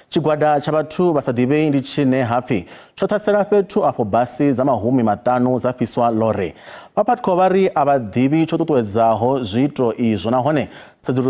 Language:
Venda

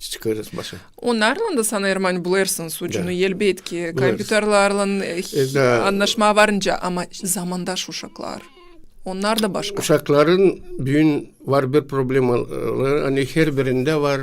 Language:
Gagauz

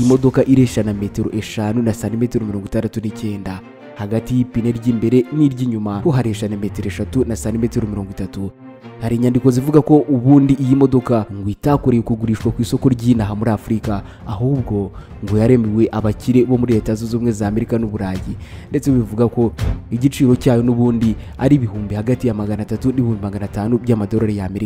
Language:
Kinyarwanda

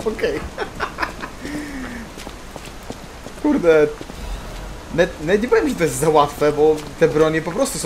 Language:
Polish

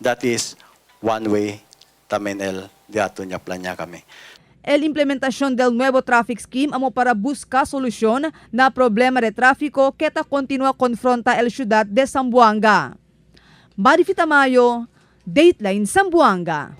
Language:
Chavacano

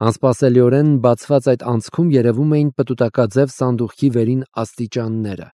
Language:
Armenian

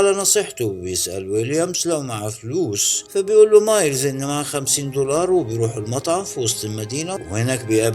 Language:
Egyptian Arabic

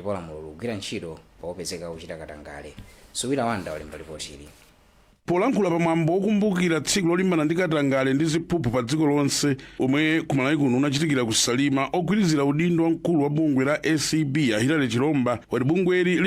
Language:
Nyanja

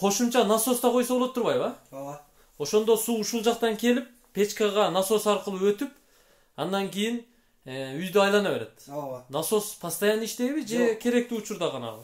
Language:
Kyrgyz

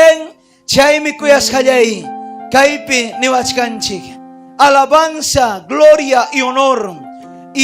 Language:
Ayacucho Quechua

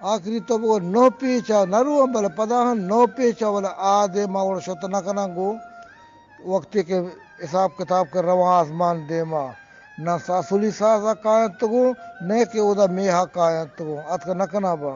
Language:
Eastern Balochi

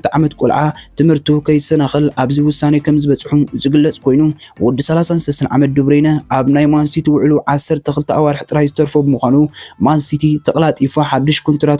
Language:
Tigrinya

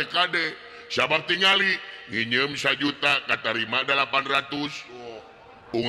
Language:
Sundanese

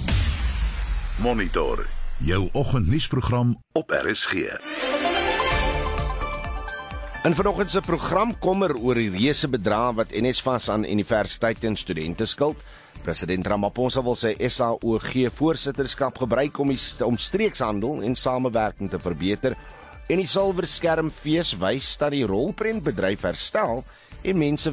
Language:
Afrikaans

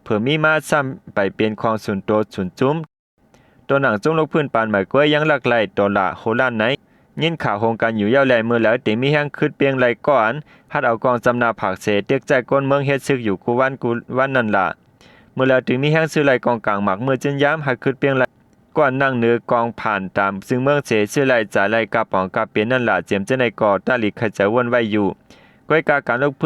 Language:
Shan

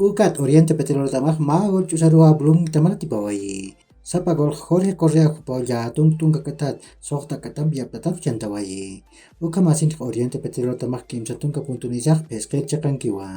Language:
Aymara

